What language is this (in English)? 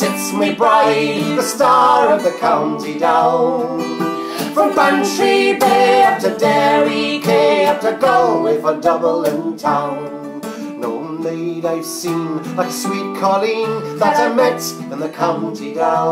English